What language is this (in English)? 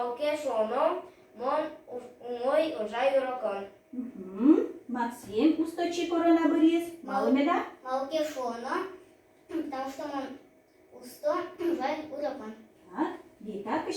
Udmurt